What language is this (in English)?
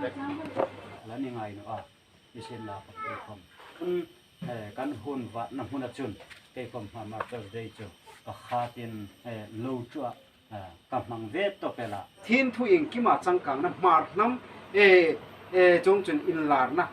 Hmar